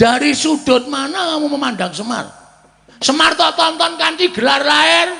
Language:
Javanese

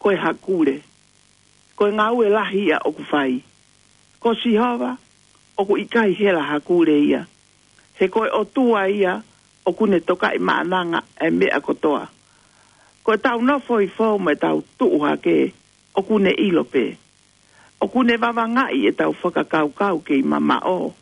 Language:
Tongan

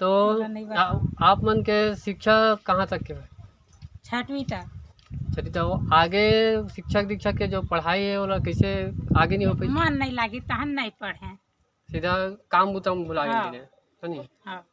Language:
Chhattisgarhi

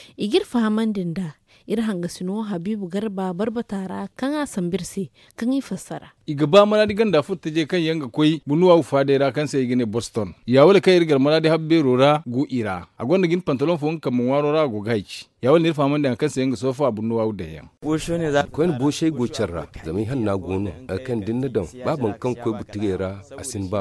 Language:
Zarma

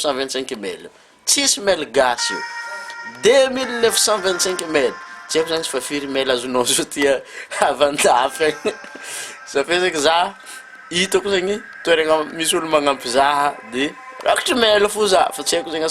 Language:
Malagasy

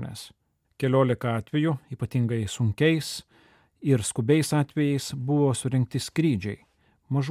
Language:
Lithuanian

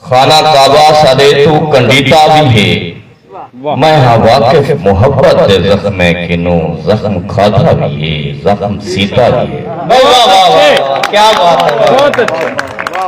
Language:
Saraiki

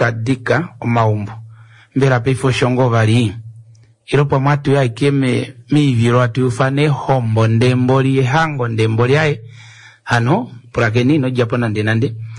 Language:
Kuanyama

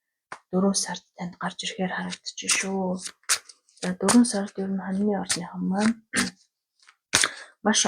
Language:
Mongolian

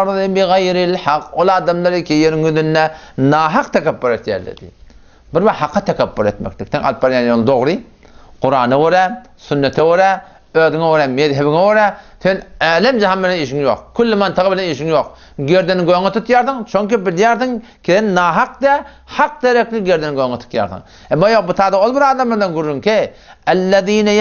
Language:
Turkmen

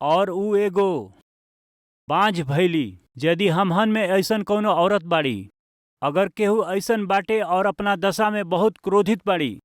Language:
Bhojpuri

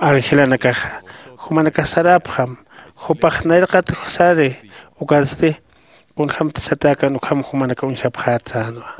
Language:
Aymara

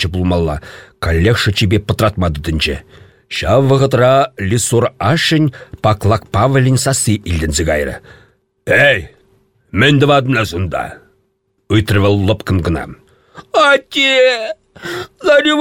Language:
Chuvash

